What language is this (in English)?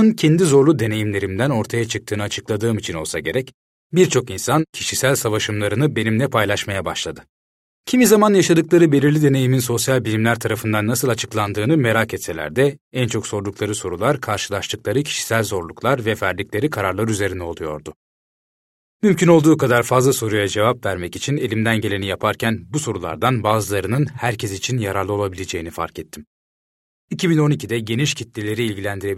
Turkish